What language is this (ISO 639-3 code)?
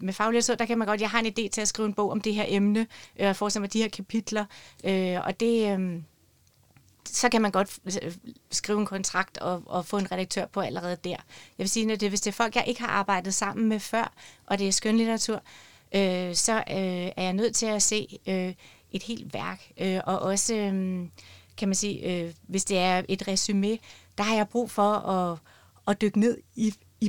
dan